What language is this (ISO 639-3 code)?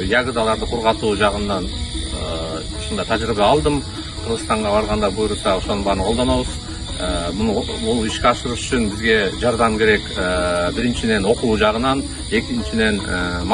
kir